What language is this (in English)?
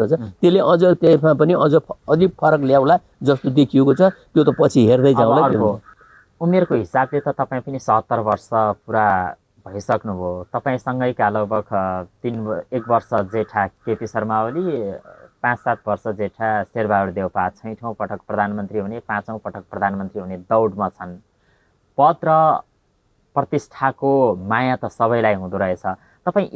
Nepali